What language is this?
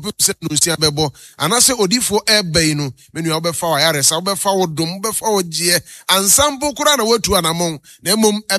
Akan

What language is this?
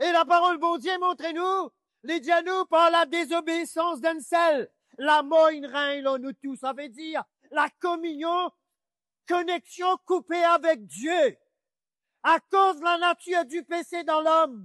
Morisyen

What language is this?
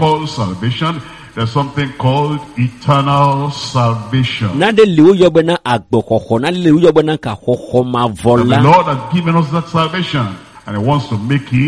Ewe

